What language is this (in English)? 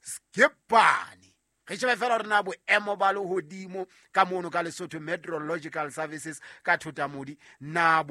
Southern Sotho